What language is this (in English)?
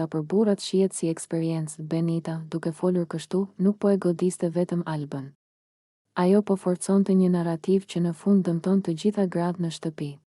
Albanian